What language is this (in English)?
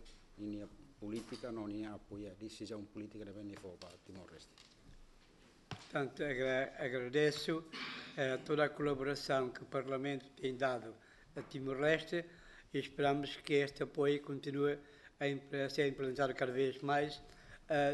Portuguese